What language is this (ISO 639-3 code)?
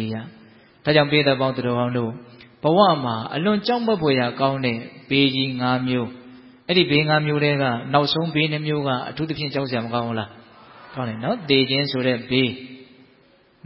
mya